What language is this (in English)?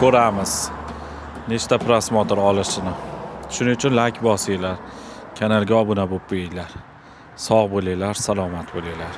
Uzbek